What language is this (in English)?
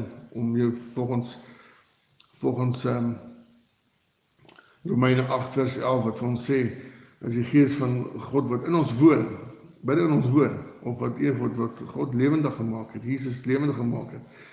Afrikaans